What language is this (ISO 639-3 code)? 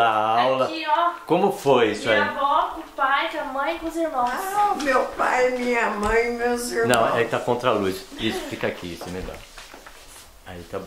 por